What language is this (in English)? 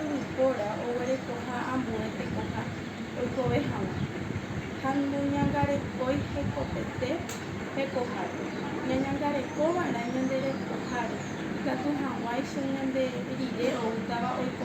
Guarani